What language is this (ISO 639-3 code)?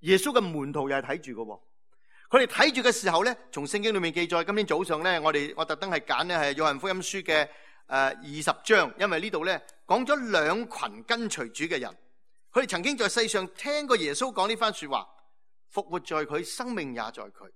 yue